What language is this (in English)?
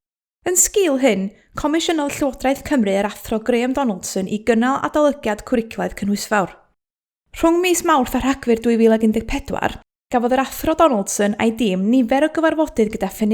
Welsh